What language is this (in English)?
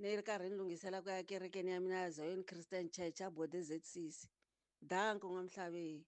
Tsonga